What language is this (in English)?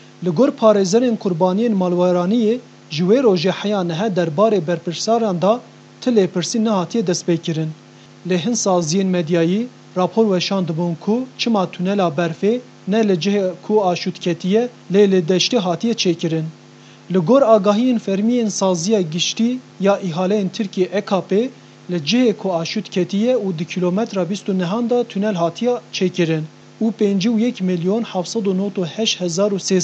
Kurdish